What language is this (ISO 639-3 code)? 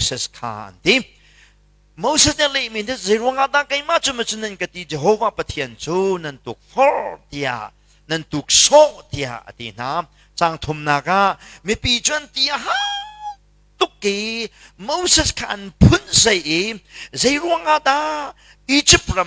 cnh